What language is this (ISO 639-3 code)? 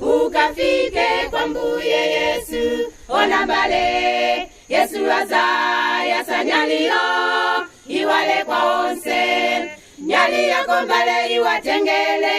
nya